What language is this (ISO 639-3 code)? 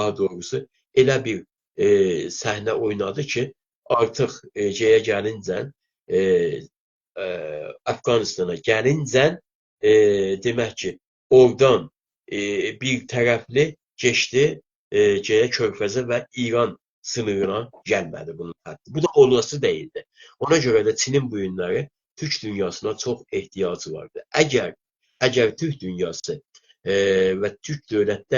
azb